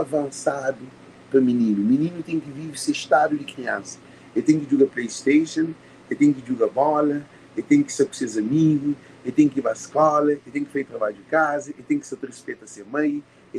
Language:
Kabuverdianu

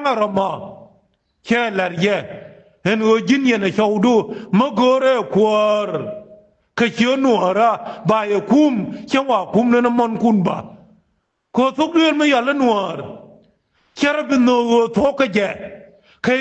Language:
Nuer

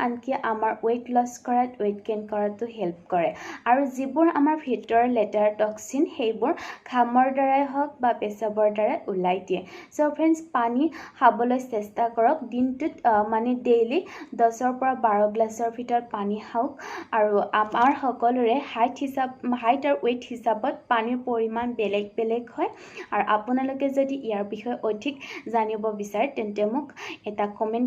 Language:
Assamese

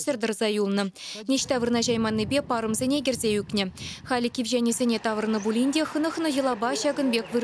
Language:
Chuvash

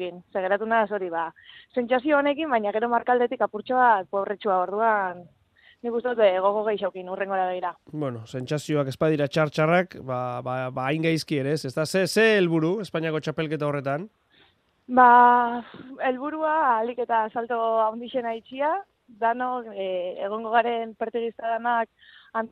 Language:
Basque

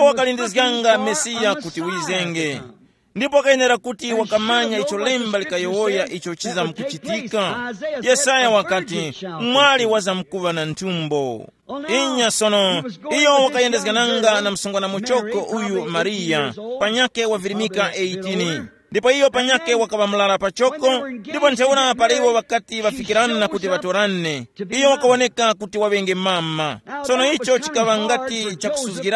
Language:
Tumbuka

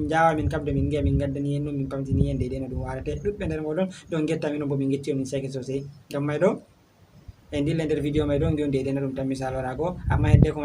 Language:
Fula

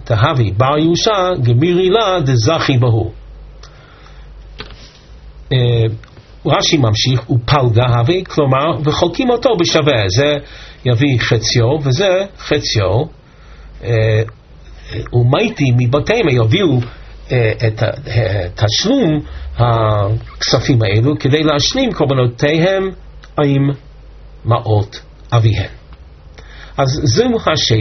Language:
Hebrew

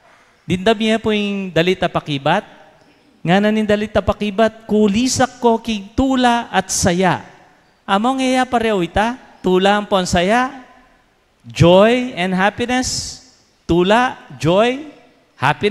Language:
Pampanga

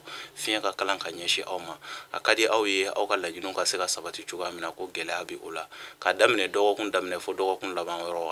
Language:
Bambara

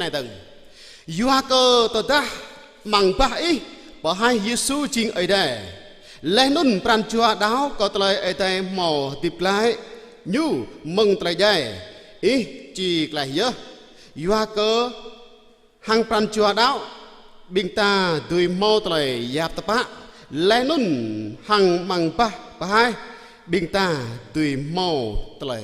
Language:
Jarai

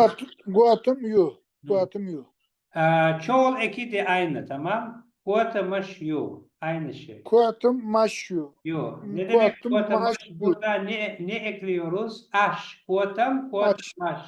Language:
Chechen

